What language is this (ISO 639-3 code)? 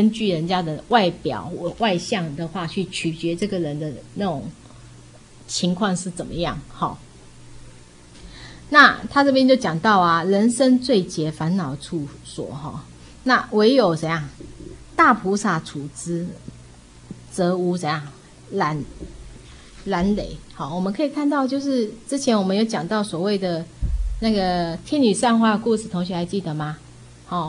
zho